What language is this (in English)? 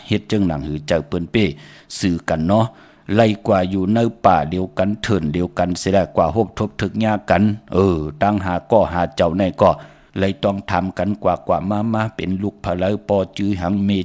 Shan